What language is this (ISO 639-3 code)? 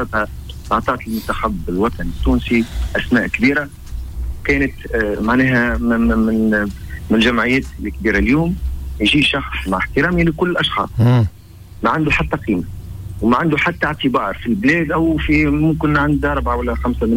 aeb